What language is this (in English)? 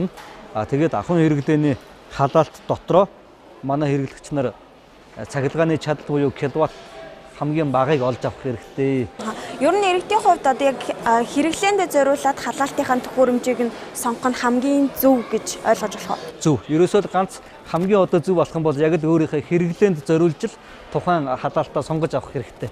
Mongolian